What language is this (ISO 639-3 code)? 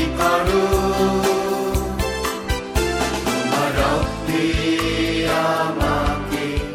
ben